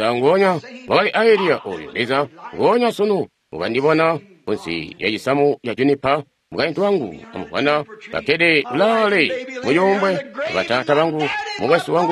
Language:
Tonga (Zambia)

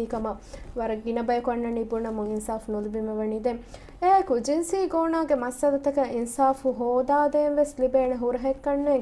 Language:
Divehi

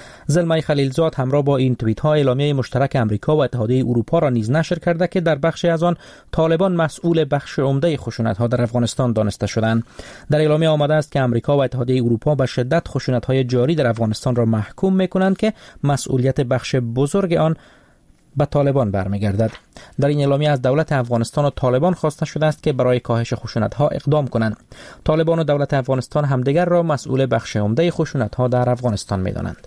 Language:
Persian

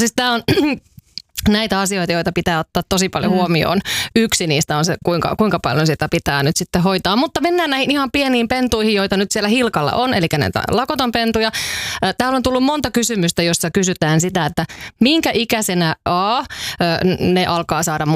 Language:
Finnish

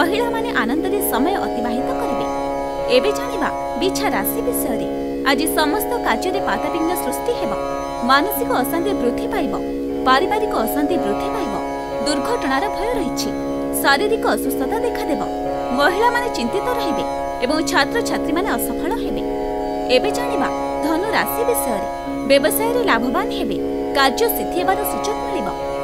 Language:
Odia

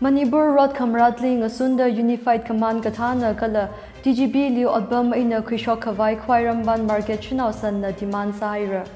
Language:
Tangkhul Naga (India)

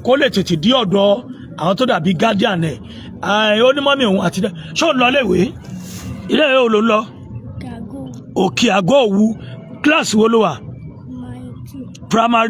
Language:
Yoruba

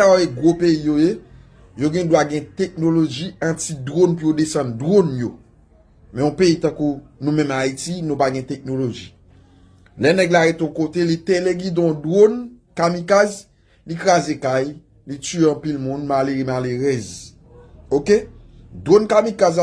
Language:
Haitian Creole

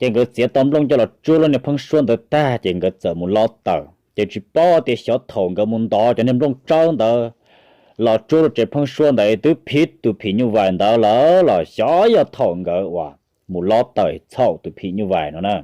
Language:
Hmong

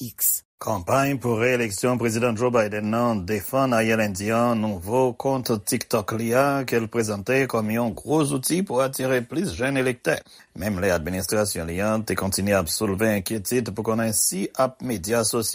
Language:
Haitian Creole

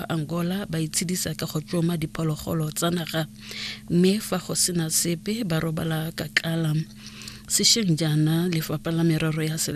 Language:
Tswana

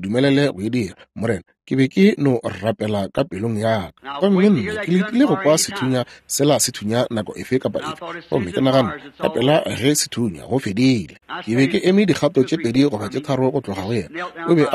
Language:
Northern Sotho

